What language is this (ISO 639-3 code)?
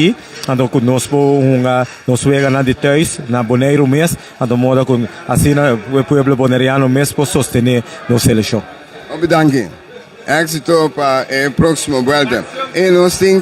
pap